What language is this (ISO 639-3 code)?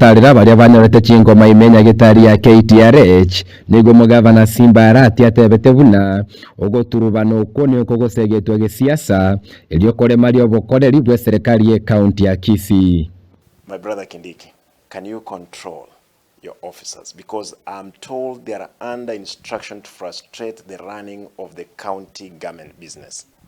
guz